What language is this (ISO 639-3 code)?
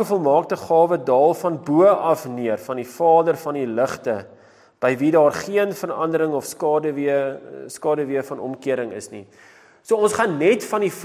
afr